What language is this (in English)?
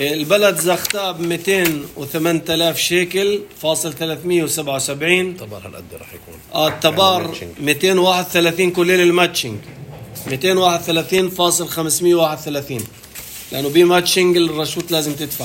North Levantine Arabic